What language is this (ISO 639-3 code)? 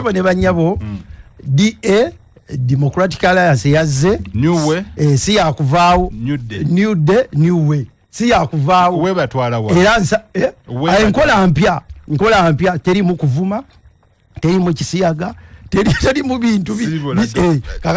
lug